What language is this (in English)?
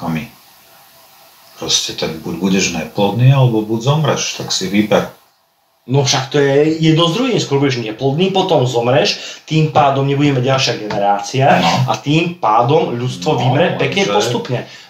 Slovak